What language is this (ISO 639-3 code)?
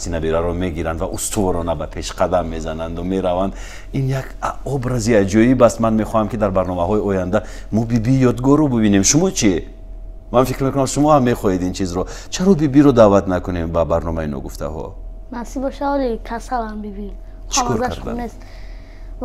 tgk